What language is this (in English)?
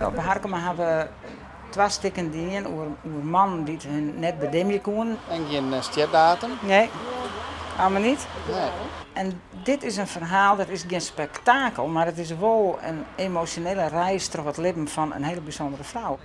Western Frisian